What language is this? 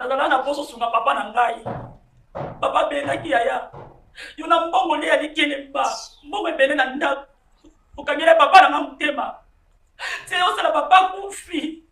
Lingala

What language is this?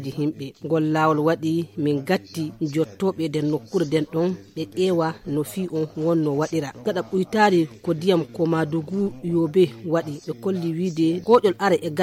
Fula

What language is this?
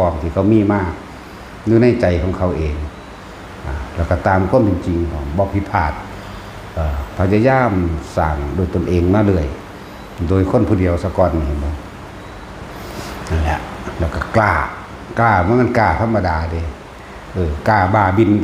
Lao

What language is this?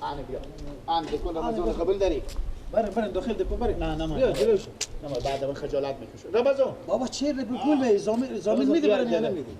Persian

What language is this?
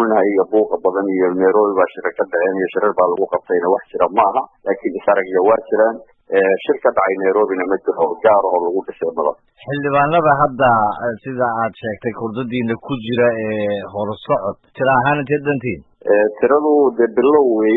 Somali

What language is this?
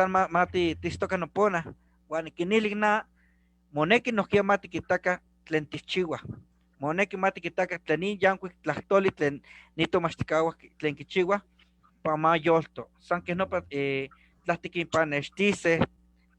Eastern Huasteca Nahuatl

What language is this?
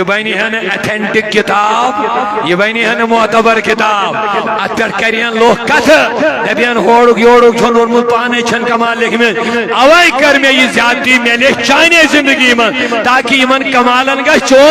Kashmiri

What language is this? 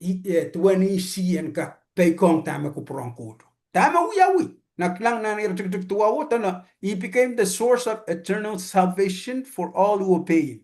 Pohnpeian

